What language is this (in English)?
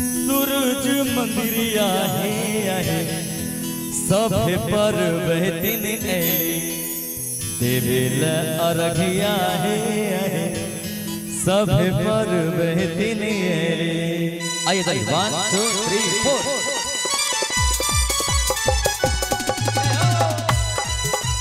Bhojpuri